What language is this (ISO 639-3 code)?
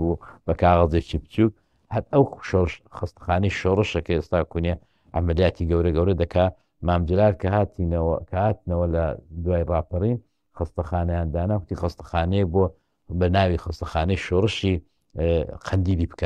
ckb